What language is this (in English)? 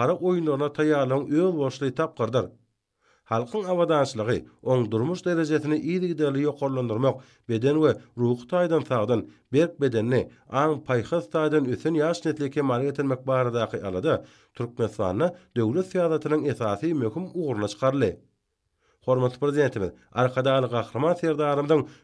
Turkmen